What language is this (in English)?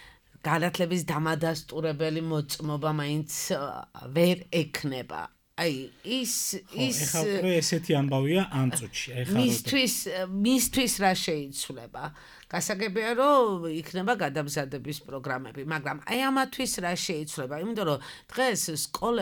Georgian